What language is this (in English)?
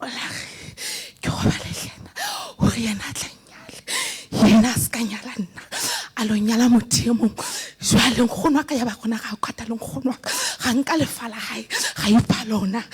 Southern Sotho